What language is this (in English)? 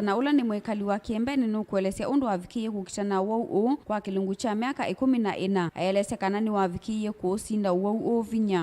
Kamba